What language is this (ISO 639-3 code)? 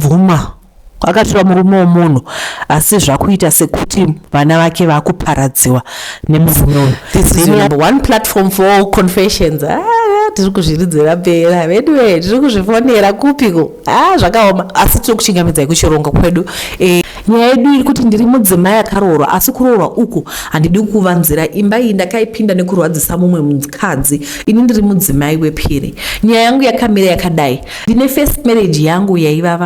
sna